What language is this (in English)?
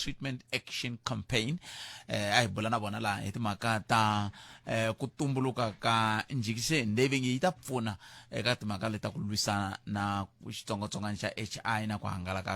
Tsonga